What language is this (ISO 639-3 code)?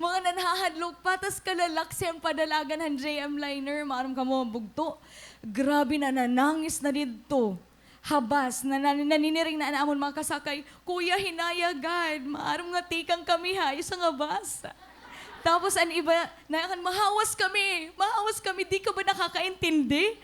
war